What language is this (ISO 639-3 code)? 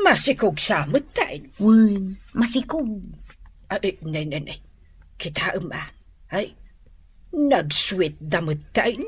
ilo